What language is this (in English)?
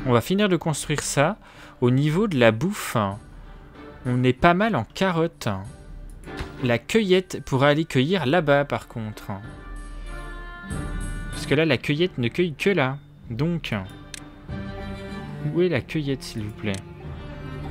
French